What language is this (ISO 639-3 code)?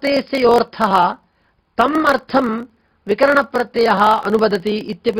san